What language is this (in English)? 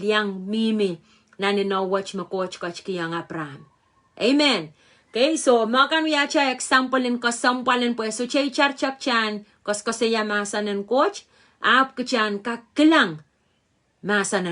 Pohnpeian